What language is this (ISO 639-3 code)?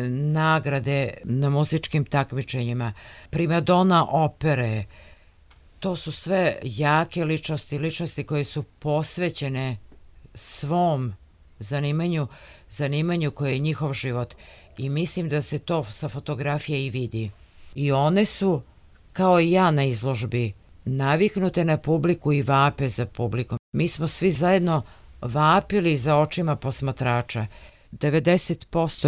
srp